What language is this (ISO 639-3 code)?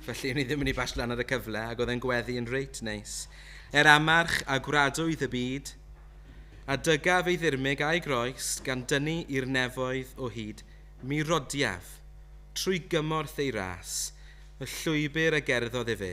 cym